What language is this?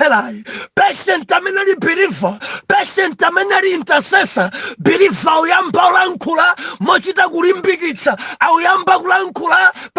Nyanja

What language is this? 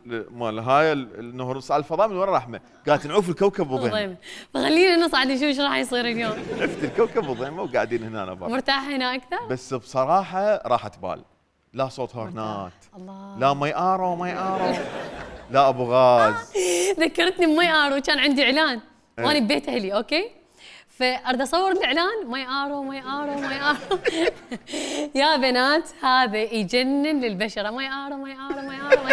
Mesopotamian Arabic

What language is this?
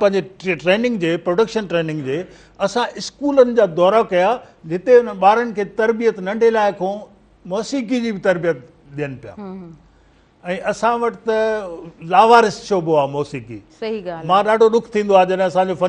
Sindhi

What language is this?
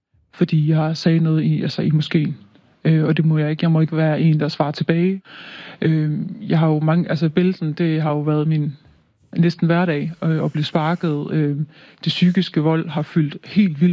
Danish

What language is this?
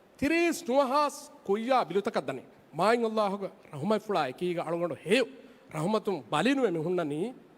Divehi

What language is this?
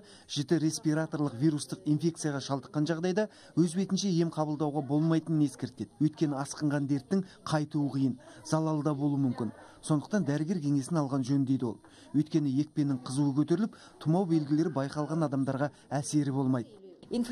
Kazakh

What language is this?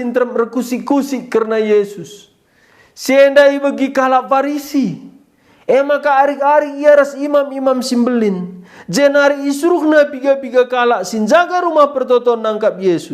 Batak Karo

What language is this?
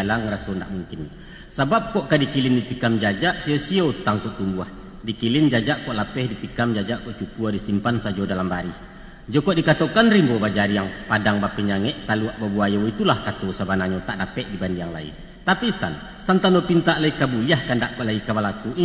Minangkabau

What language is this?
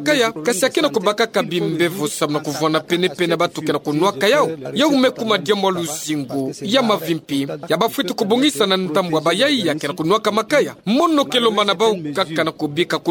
Kituba (Democratic Republic of Congo)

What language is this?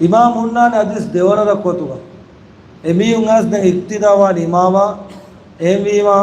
Divehi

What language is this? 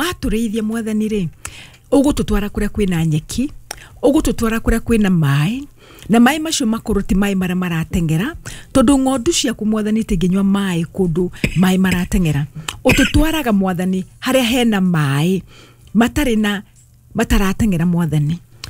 Kikuyu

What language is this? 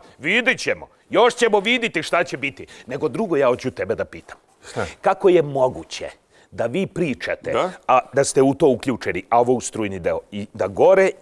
Serbian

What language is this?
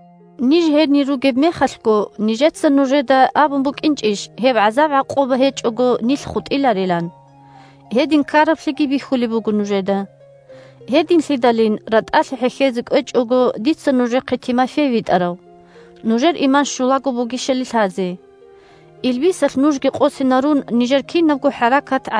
Avaric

